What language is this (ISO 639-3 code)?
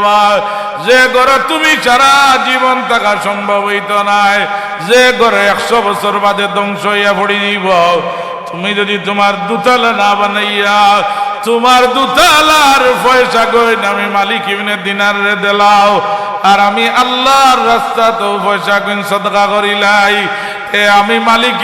syl